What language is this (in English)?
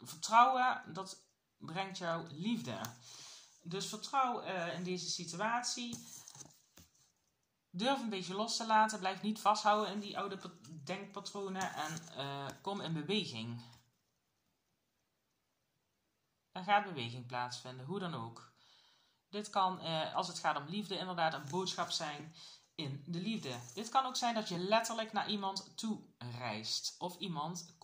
Dutch